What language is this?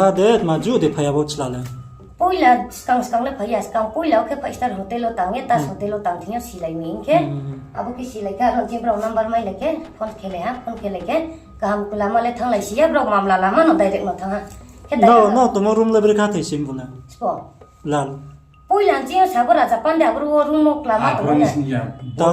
Riang (India)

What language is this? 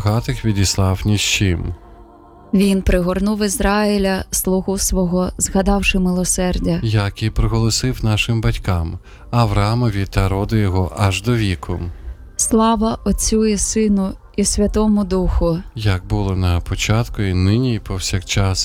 Ukrainian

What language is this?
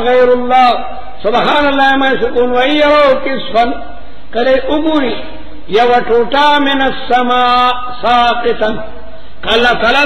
Pashto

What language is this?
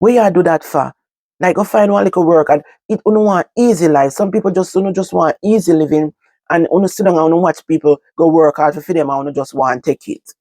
Jamaican Creole English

